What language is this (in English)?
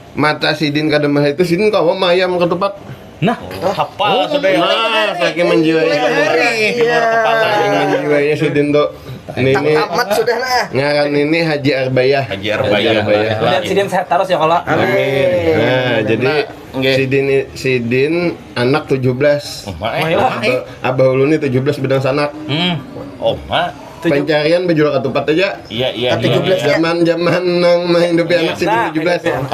Banjar